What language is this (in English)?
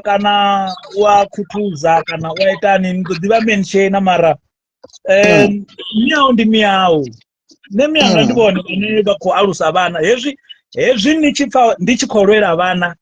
Venda